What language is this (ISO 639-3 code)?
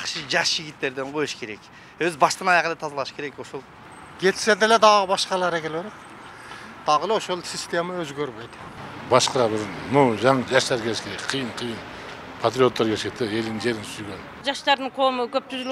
kir